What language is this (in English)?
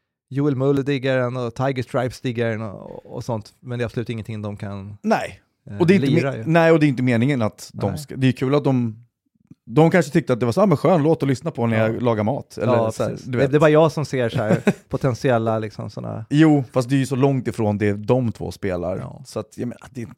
Swedish